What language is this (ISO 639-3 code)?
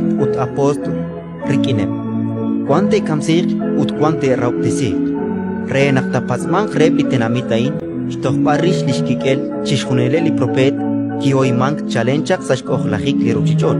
kek